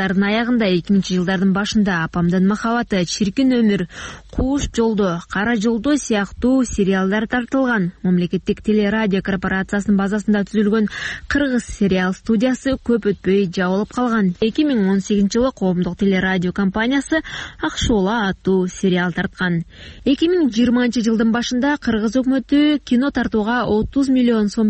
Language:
Kyrgyz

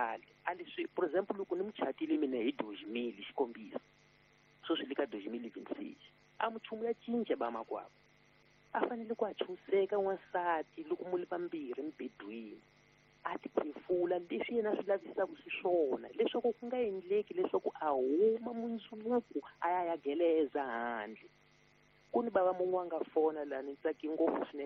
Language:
Tsonga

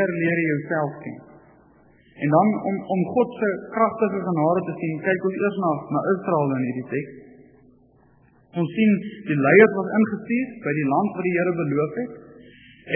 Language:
Afrikaans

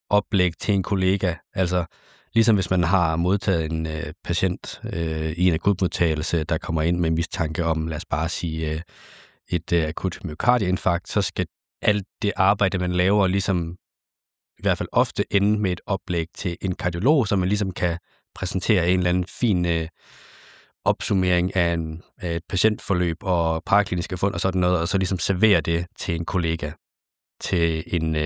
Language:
Danish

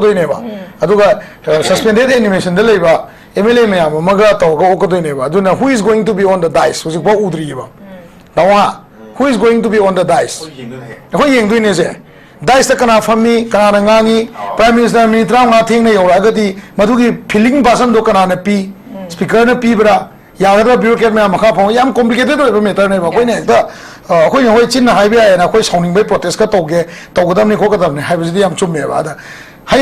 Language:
Manipuri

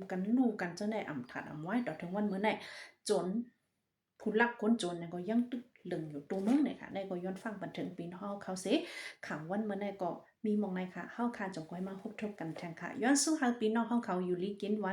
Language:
Shan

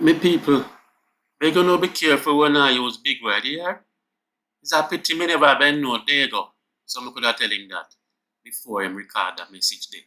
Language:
Jamaican Creole English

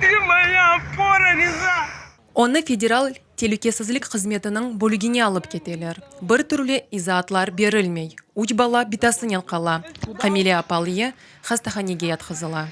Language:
Crimean Tatar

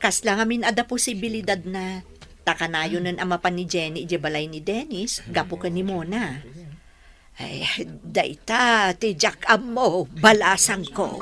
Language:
Iloko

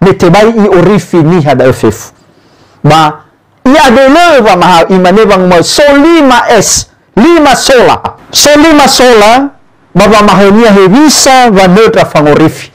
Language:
Nias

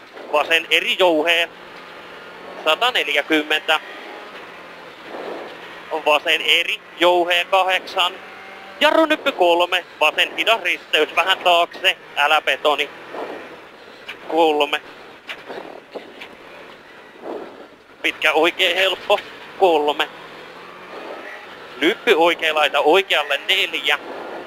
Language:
Finnish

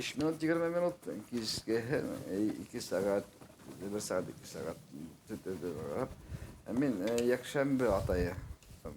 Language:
Bashkir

